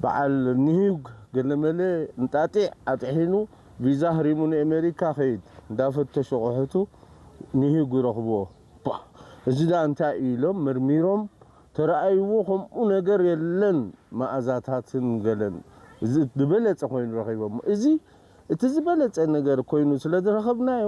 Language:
Tigrinya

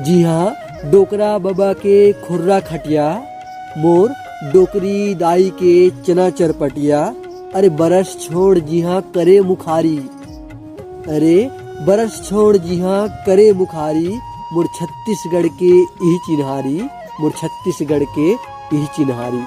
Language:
Chhattisgarhi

